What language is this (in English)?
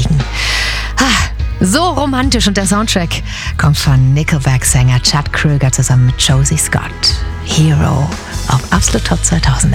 German